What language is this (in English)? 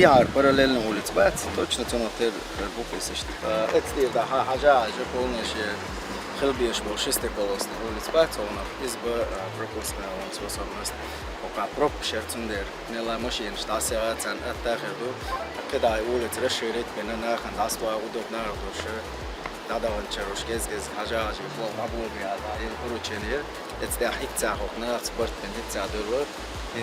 Chechen